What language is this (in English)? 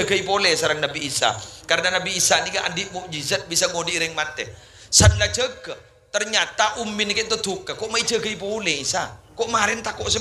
Madurese